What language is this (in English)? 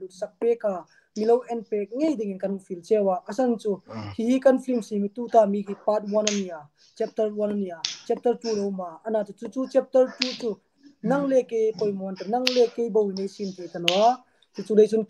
Hmar